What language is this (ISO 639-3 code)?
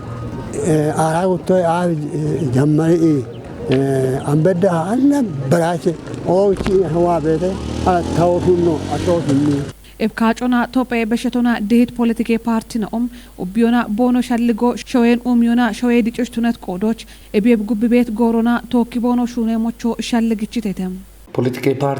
kbr